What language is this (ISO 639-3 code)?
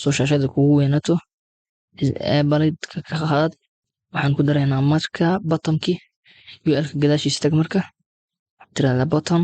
som